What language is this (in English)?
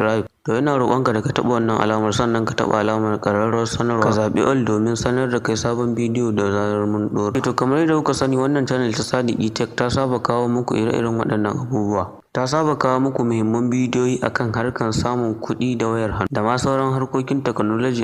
Hausa